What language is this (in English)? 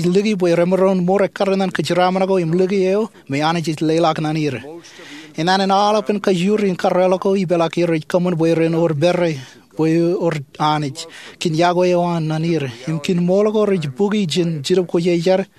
Marshallese